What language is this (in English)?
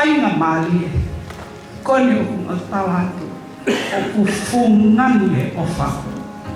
Tongan